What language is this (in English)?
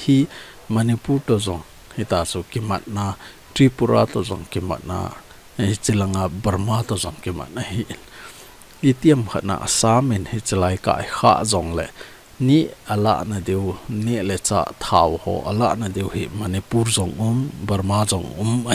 Thado Chin